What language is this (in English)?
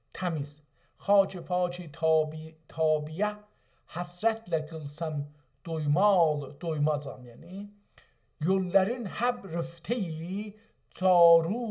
South Azerbaijani